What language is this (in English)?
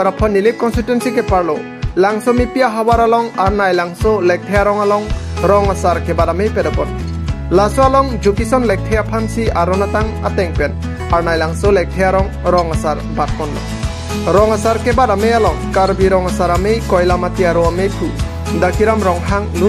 Karbi